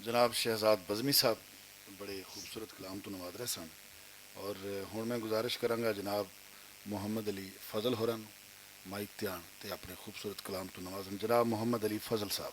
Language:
Western Panjabi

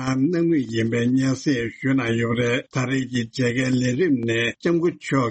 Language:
Tibetan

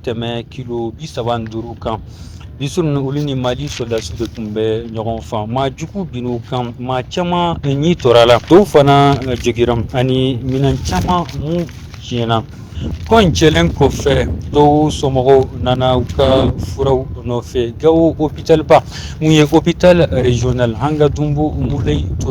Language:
Bambara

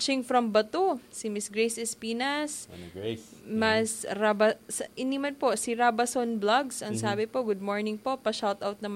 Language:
Bikol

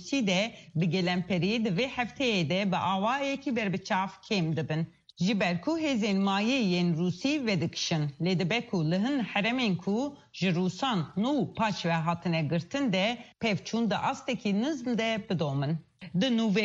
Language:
Kurdish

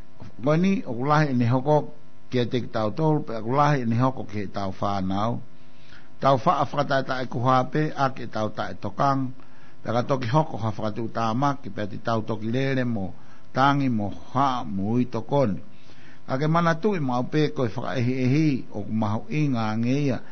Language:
Tongan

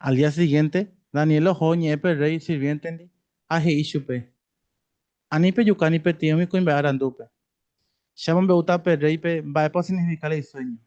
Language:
Guarani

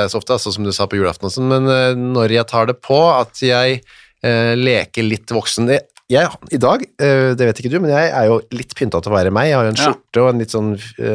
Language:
Norwegian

